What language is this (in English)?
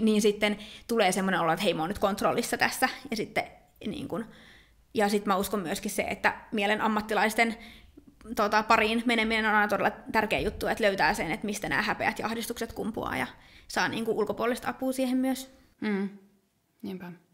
Finnish